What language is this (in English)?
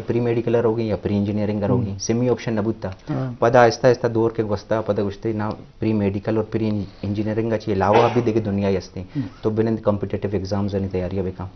Eastern Balochi